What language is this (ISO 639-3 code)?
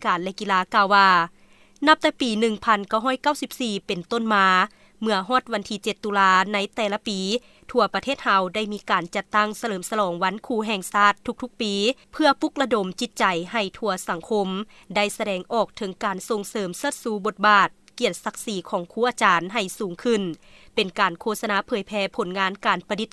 lao